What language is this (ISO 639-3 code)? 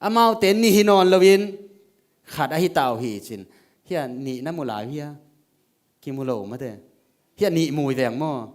ctd